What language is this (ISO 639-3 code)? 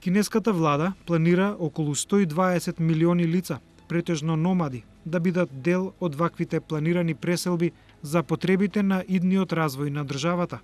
mkd